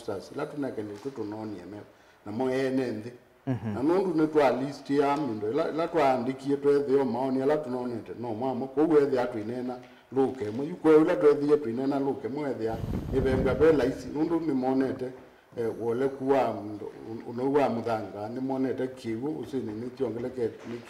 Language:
Kamba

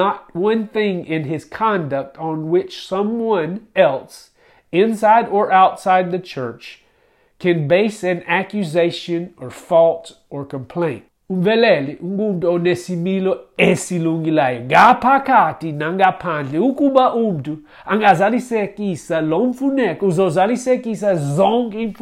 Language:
Xhosa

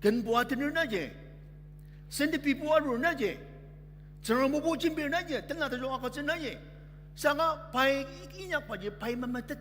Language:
Ao Naga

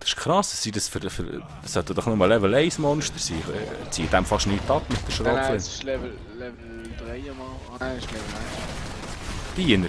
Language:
Swiss German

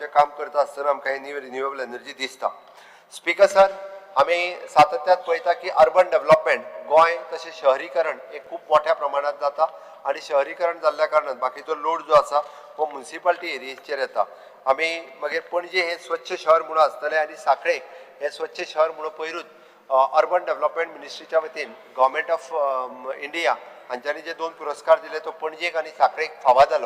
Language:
Konkani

